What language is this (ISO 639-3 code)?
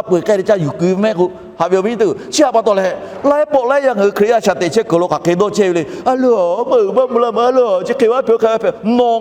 lhu